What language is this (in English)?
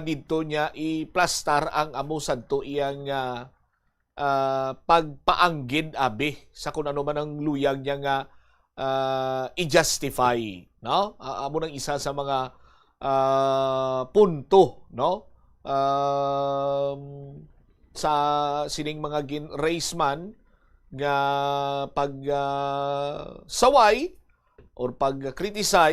Hiligaynon